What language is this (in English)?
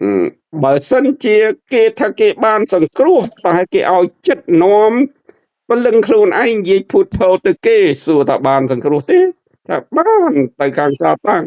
Khmer